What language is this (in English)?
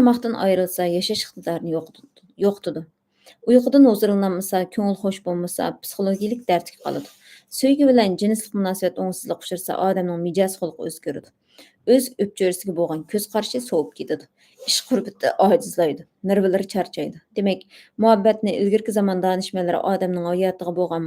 Uyghur